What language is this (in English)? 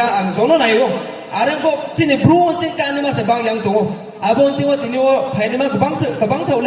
Riang (India)